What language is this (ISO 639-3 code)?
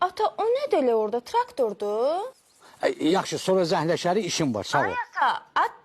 aze